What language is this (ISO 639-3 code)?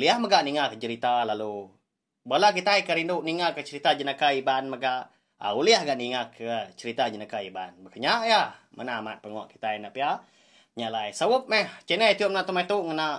iba